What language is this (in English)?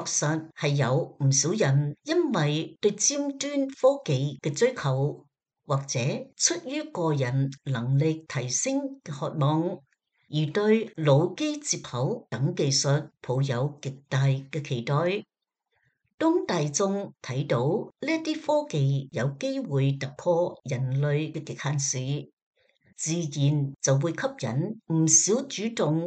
Cantonese